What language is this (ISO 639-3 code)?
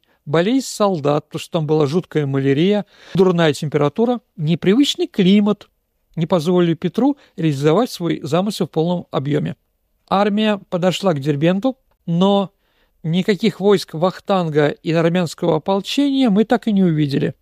rus